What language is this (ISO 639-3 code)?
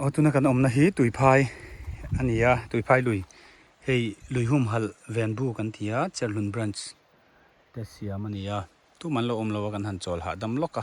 lus